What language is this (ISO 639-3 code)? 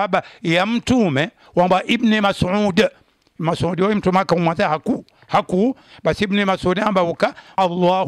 swa